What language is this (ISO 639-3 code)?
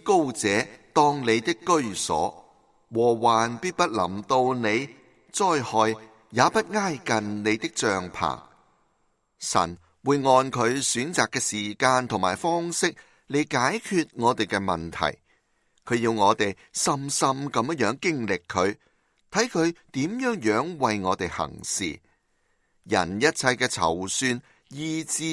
yue